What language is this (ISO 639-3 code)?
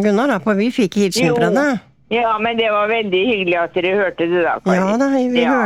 nor